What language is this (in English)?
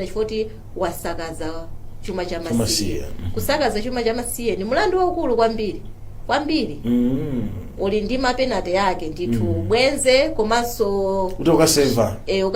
Nyanja